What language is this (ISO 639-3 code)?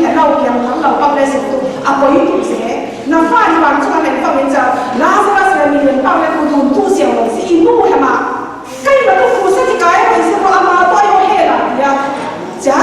cfm